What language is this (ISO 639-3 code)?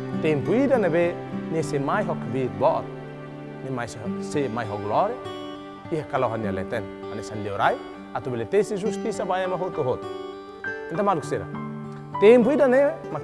tet